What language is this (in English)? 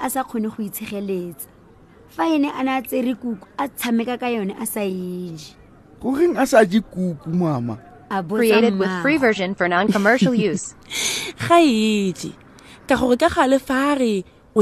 Tswana